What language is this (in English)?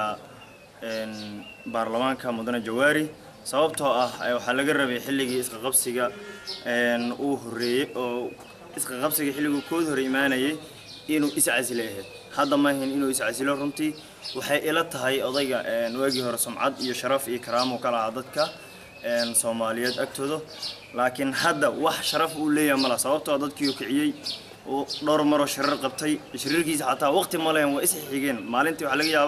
Somali